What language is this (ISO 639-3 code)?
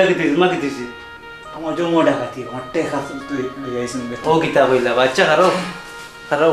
syl